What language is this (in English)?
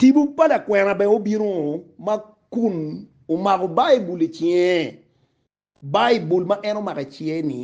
Acoli